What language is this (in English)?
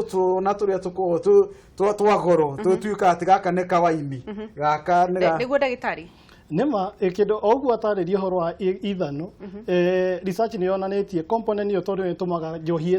Kikuyu